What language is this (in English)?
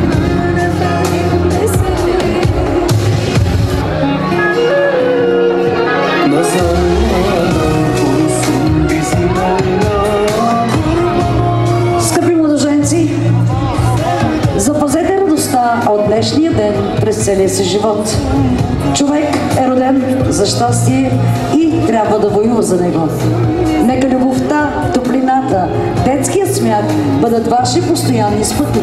Bulgarian